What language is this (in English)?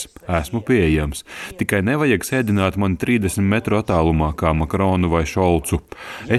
Latvian